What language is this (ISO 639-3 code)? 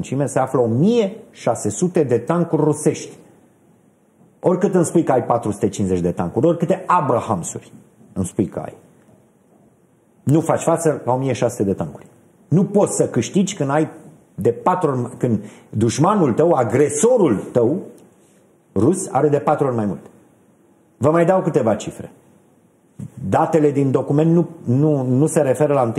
ron